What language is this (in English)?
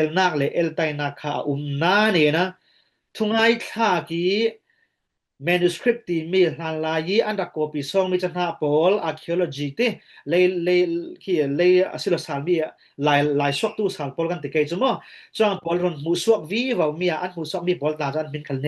Falam Chin